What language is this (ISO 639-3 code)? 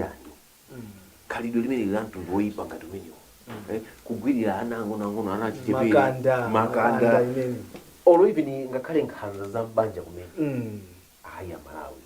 nya